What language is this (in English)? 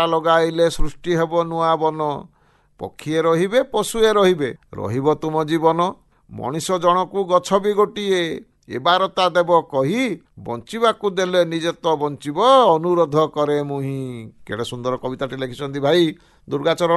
Odia